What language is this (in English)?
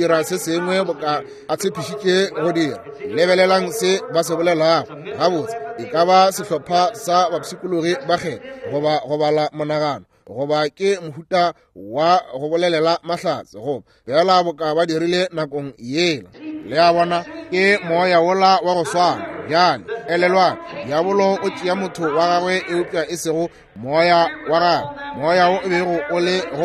Northern Sotho